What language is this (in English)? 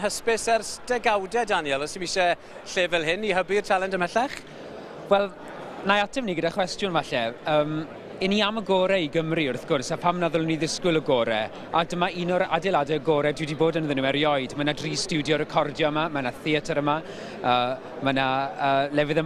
Welsh